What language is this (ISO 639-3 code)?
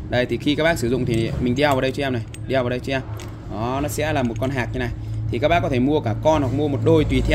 vie